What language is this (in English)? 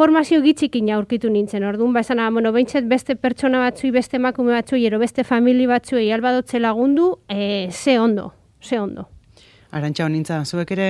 Basque